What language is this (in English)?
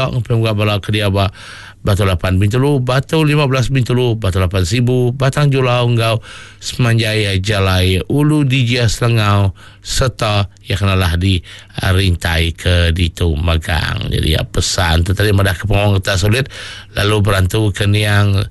Iban